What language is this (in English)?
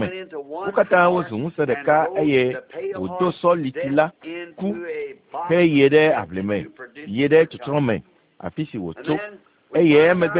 Ewe